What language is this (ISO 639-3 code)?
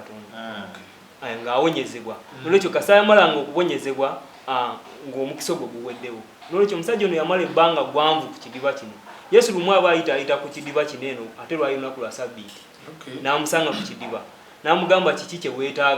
lug